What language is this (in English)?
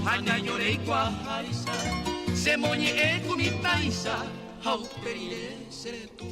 Guarani